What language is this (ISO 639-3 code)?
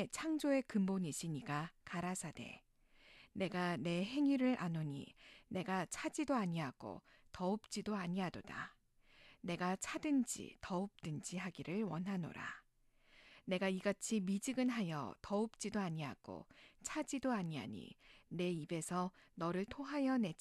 kor